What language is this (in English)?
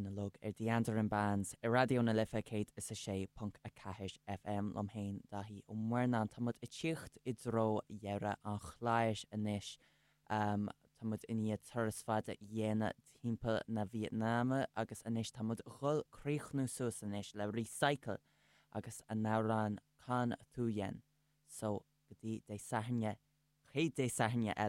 Irish